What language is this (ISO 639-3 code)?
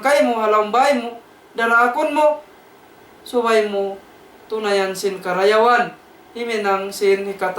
tsg